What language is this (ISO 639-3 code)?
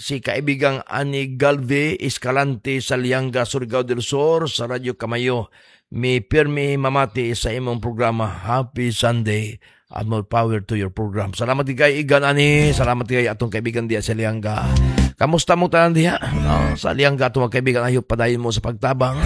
ceb